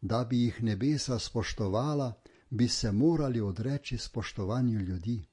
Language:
Slovenian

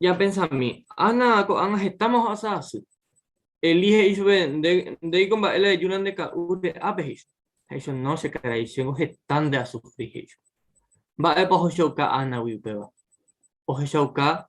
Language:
Guarani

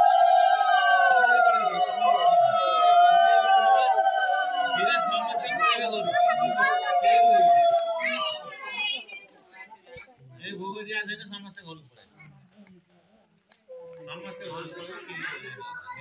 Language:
Odia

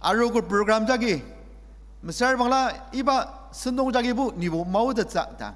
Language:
Ao Naga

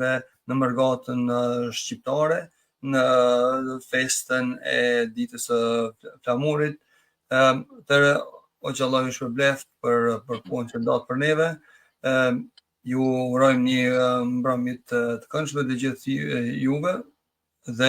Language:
Albanian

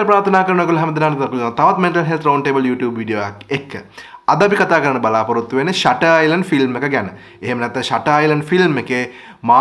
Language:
Sinhala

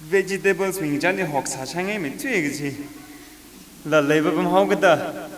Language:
Tangkhul Naga (India)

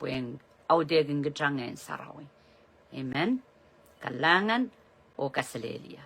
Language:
Pohnpeian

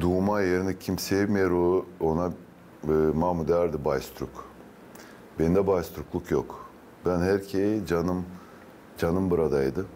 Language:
Gagauz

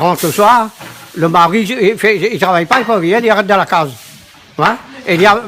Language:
Réunion Creole French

